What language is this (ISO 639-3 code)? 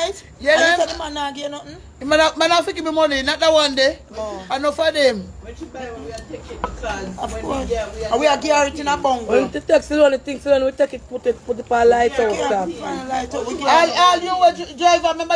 jam